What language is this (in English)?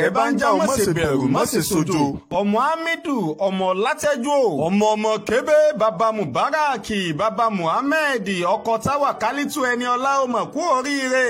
Yoruba